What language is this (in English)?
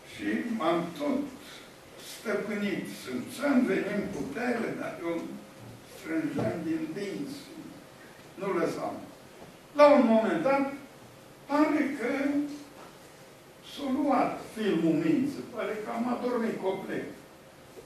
Romanian